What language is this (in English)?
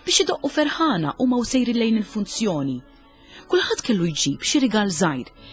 Maltese